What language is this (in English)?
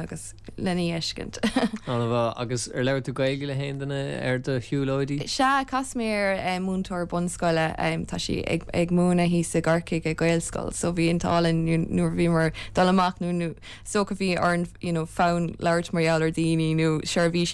Irish